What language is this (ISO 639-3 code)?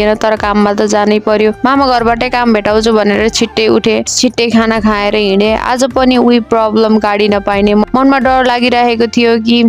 nep